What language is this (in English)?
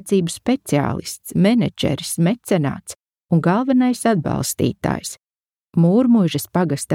Latvian